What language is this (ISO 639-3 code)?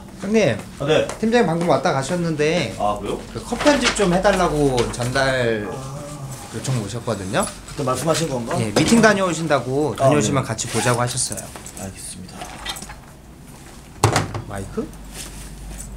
kor